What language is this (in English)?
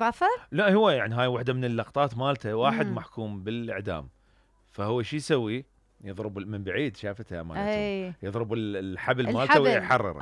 Mesopotamian Arabic